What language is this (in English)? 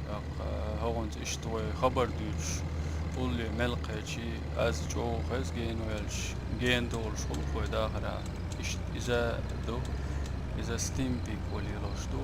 Chechen